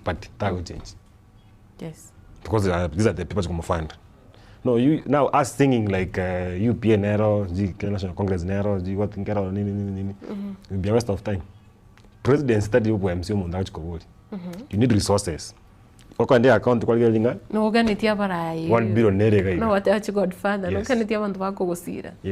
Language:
Gusii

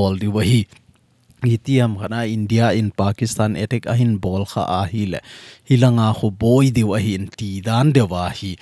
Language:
Thado Chin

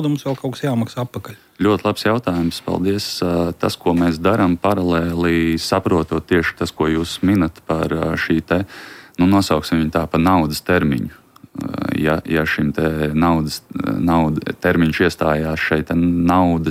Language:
Latvian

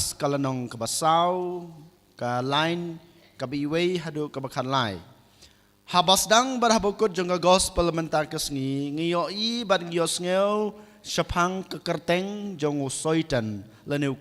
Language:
Khasi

